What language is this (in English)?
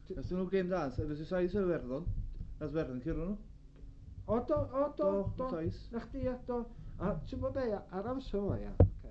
Welsh